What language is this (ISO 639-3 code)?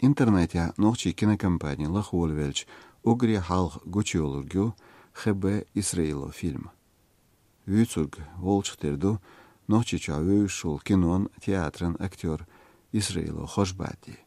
che